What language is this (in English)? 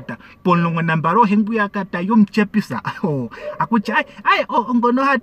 Ndonga